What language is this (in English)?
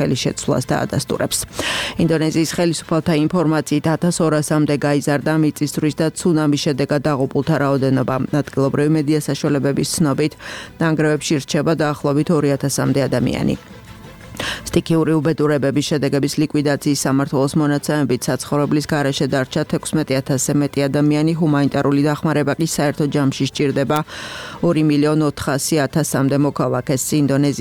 Georgian